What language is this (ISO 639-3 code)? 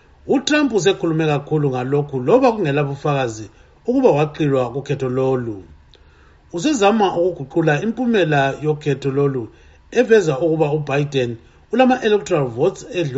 nde